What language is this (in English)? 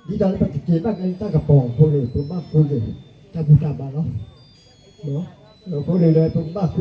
S'gaw Karen